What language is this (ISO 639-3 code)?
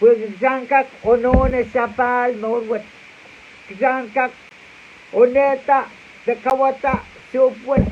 pon